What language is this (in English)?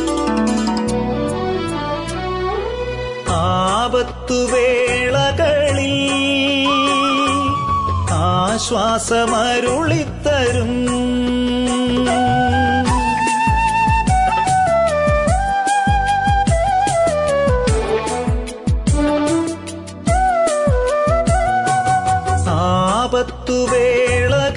Malayalam